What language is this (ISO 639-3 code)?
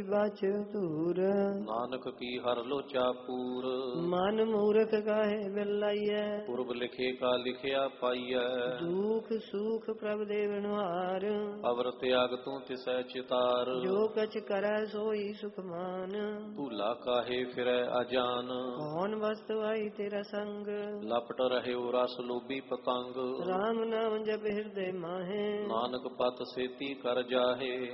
pan